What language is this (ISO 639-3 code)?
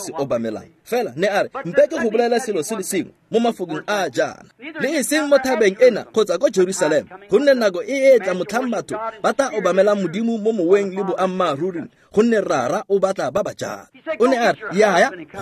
tsn